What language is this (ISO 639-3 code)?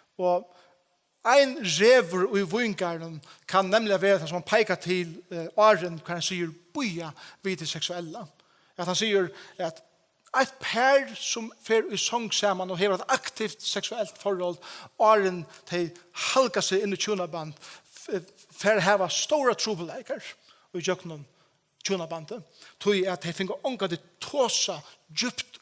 fao